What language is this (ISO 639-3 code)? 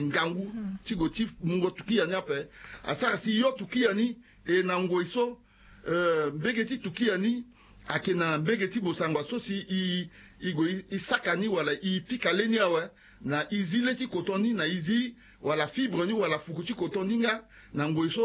sag